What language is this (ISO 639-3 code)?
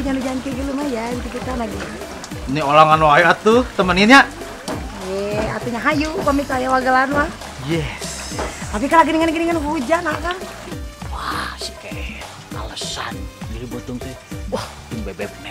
sun